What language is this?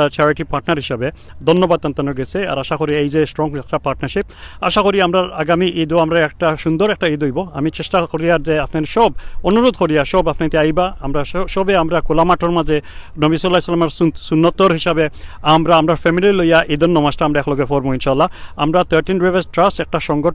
Sylheti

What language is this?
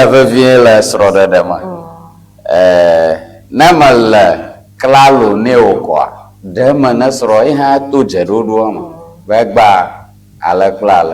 Ewe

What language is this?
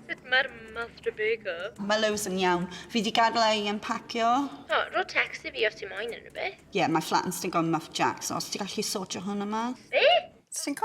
Welsh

